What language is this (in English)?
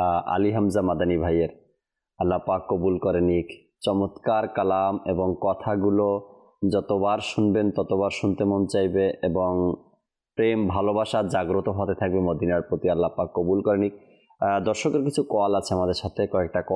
Bangla